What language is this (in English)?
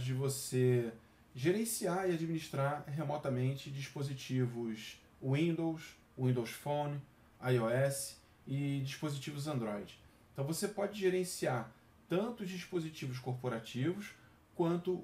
Portuguese